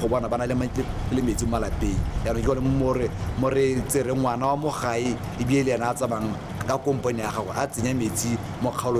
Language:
Tswana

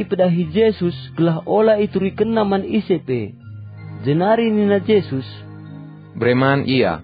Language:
Batak Karo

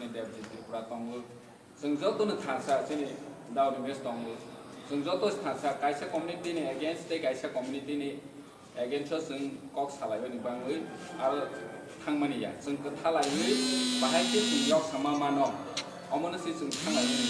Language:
Kok Borok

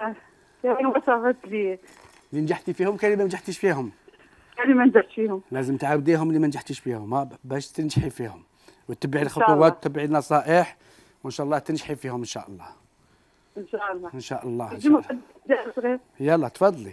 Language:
Algerian Arabic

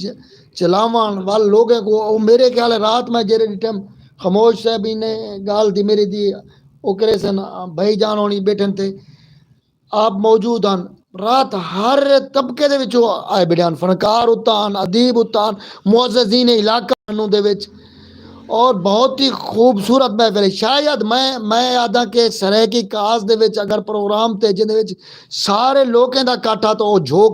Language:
Saraiki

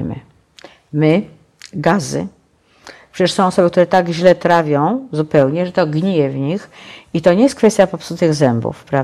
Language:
Polish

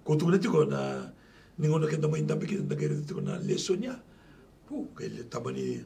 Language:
Galician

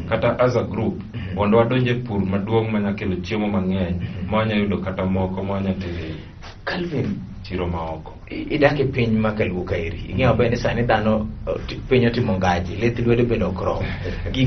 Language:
Luo (Kenya and Tanzania)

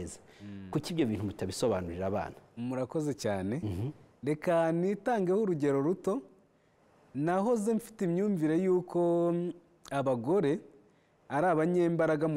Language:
Kinyarwanda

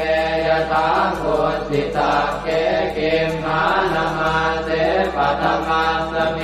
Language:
Pali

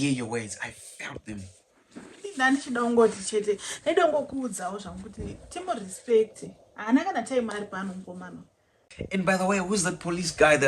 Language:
Shona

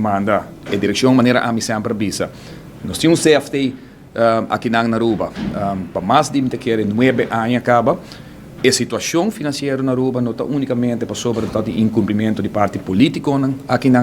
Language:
Papiamento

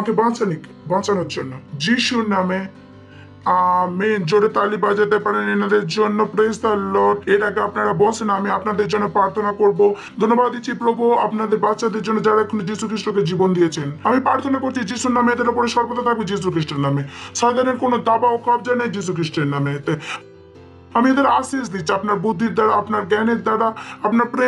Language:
Bangla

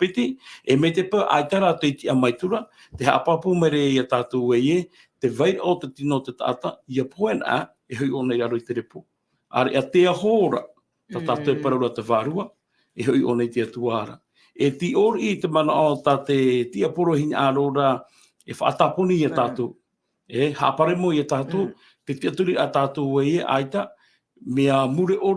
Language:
Tahitian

